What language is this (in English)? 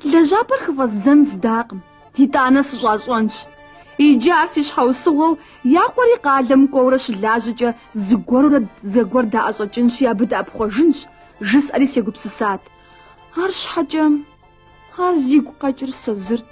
Kabardian